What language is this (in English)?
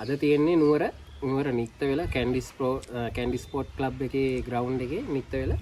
Sinhala